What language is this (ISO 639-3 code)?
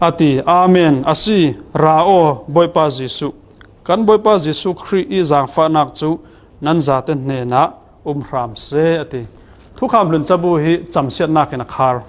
cfm